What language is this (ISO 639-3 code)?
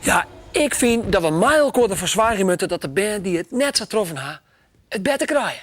fry